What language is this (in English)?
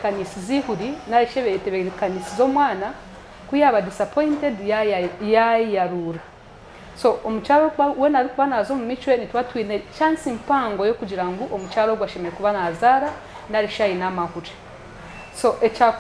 Nyankole